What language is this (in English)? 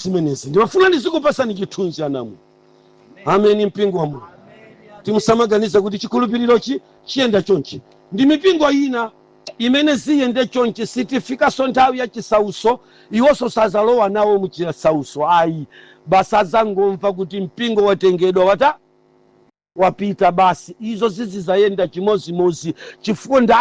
Nyanja